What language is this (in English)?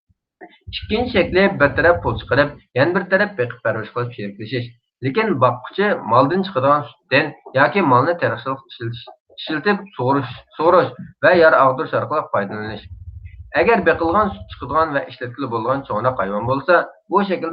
Uyghur